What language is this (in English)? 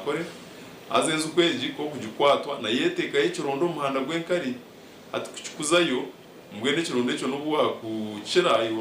Nyankole